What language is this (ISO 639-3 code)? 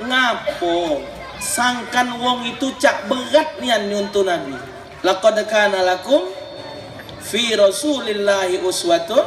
mui